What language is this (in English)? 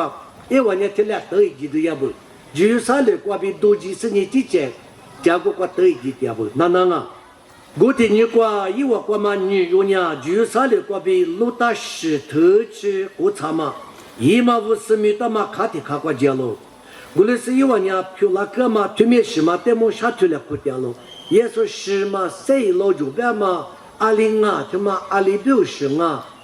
Lisu